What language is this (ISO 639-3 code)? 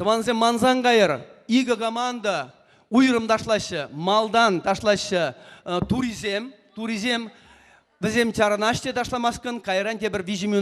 chv